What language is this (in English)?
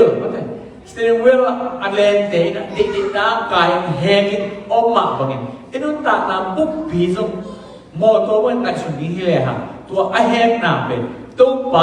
Tedim Chin